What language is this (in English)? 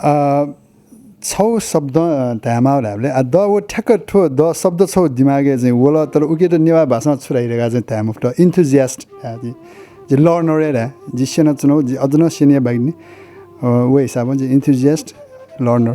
Newari